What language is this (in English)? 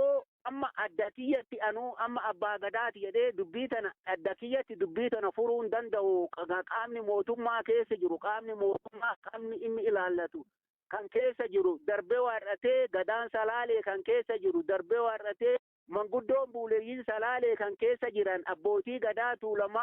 Oromo